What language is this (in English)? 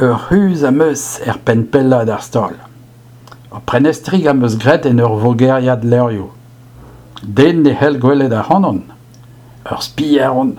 Breton